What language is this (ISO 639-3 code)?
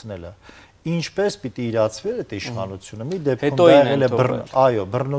hye